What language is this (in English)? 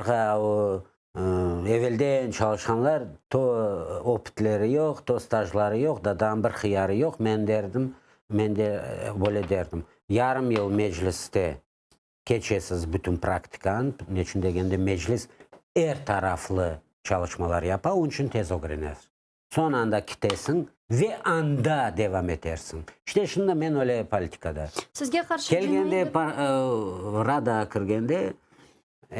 Crimean Tatar